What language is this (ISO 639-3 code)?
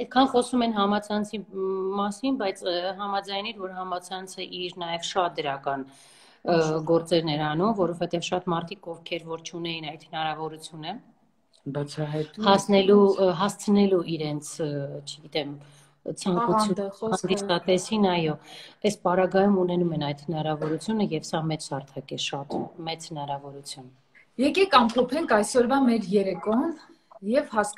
hye